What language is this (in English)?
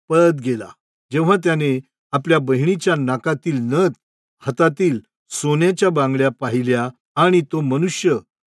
Marathi